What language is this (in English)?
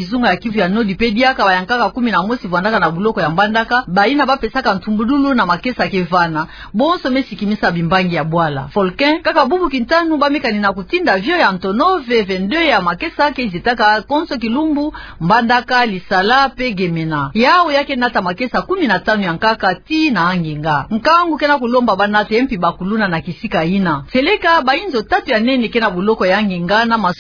Kituba (Democratic Republic of Congo)